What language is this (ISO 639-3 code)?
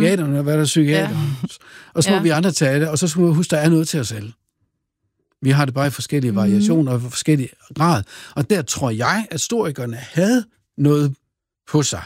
dan